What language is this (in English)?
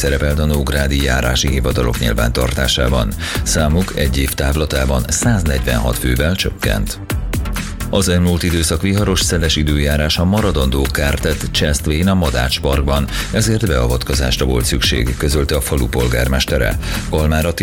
Hungarian